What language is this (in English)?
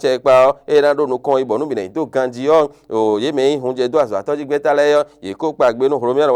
Fon